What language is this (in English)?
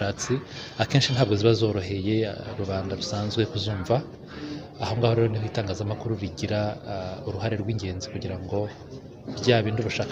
Kinyarwanda